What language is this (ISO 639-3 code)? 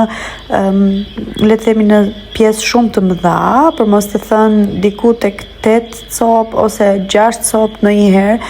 sqi